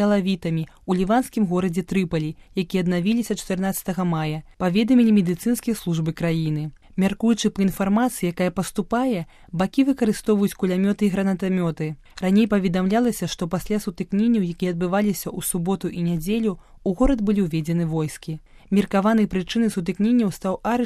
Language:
Belarusian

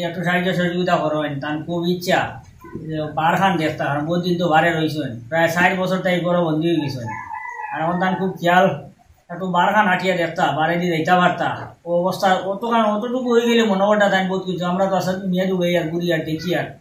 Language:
Sylheti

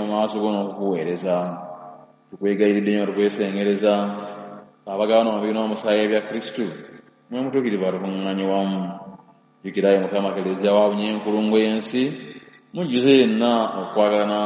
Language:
Ganda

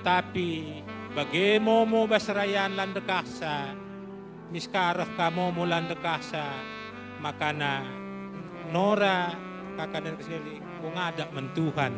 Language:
Batak Karo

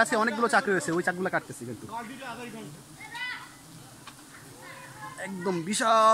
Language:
Bangla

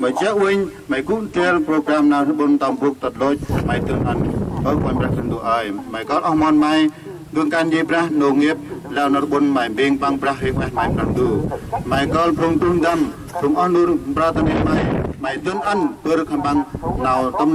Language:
Central Mnong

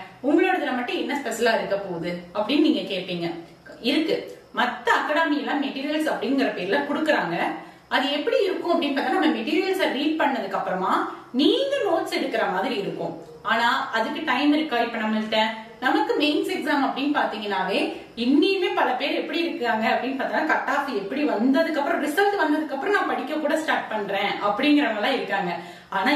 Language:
Tamil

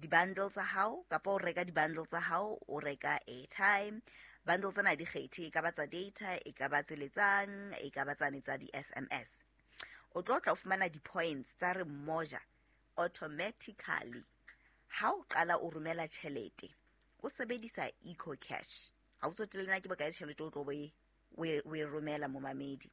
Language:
Southern Sotho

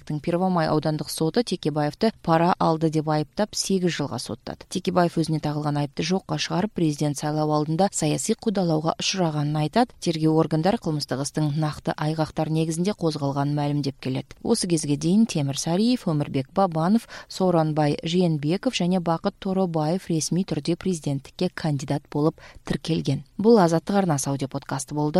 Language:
Kyrgyz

